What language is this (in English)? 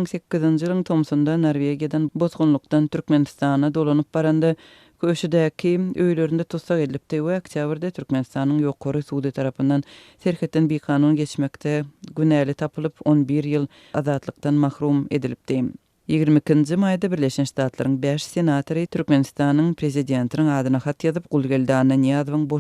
Turkmen